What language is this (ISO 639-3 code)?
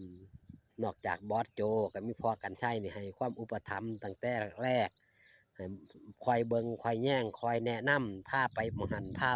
tts